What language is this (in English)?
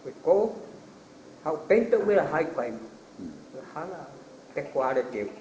Guarani